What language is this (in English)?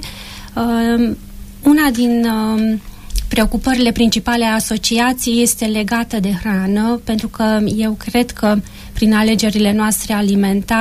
Romanian